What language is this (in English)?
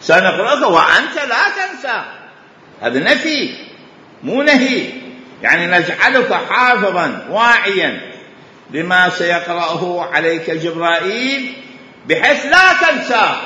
Mesopotamian Arabic